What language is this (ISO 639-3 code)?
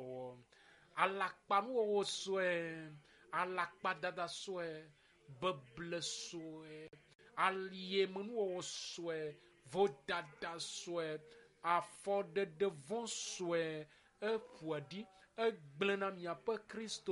ewe